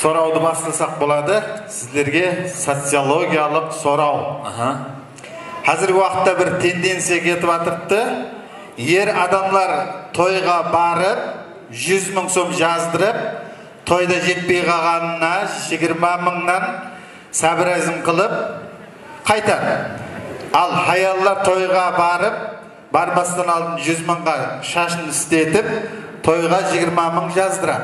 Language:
Kara-Kalpak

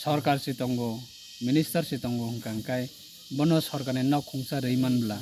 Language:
Kok Borok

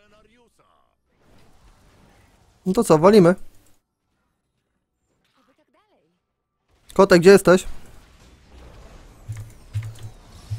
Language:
Polish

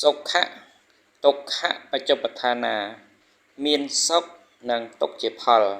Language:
Khmer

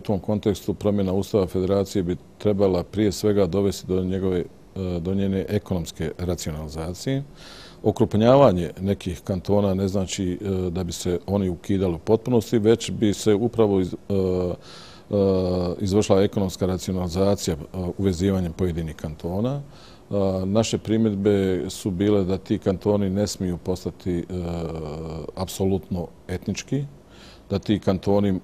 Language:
Bosnian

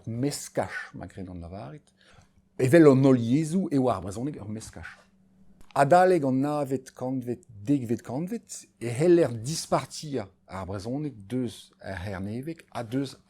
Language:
Breton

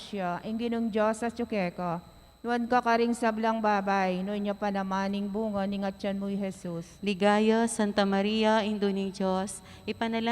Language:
Pampanga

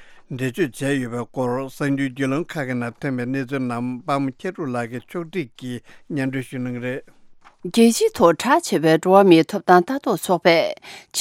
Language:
Tibetan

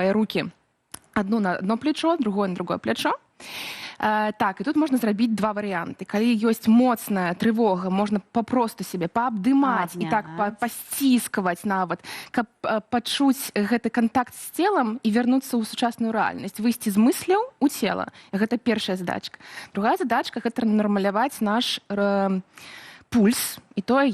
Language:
Belarusian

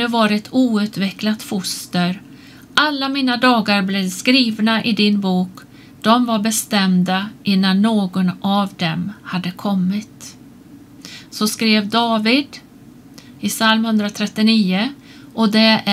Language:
Swedish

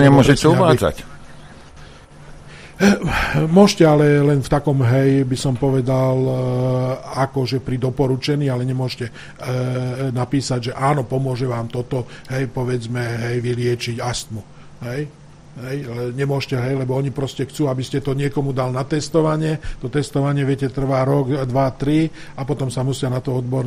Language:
Slovak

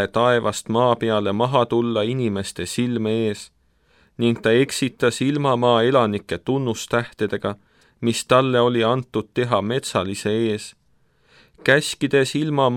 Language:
Estonian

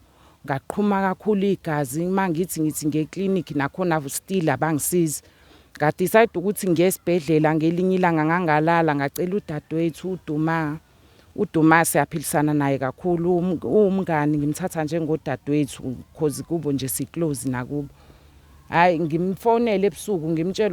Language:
Zulu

